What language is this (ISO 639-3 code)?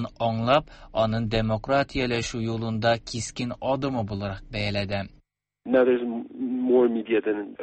tat